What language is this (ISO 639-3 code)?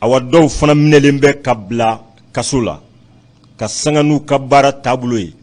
bam